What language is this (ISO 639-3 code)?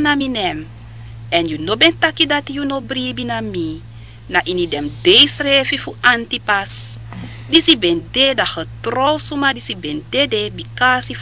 srn